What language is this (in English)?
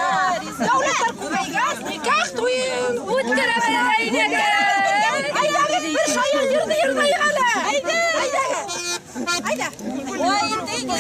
Bashkir